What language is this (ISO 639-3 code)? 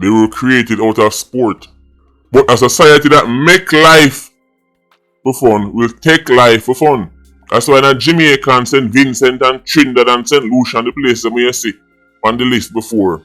jam